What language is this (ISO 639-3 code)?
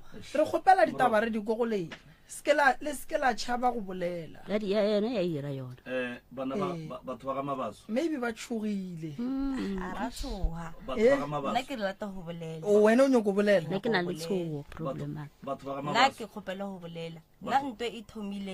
nso